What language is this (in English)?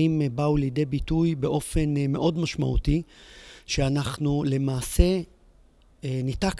Hebrew